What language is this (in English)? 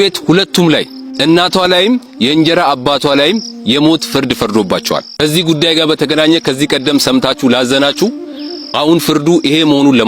Amharic